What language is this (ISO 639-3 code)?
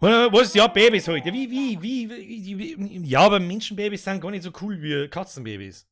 bar